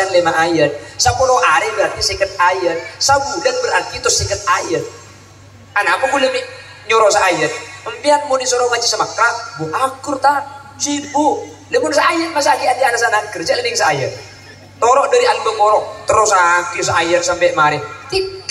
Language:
Madurese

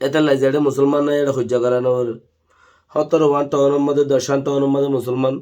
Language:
Rohingya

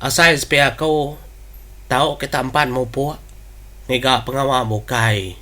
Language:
Iban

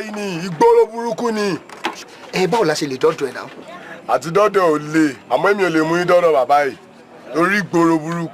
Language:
Yoruba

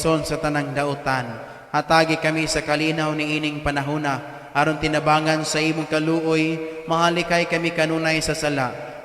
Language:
Cebuano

